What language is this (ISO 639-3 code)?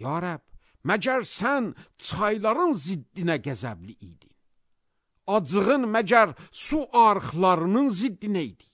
aze